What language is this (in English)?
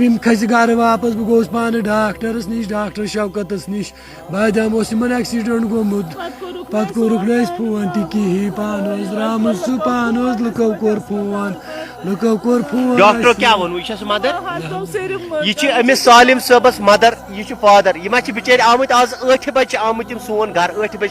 Kashmiri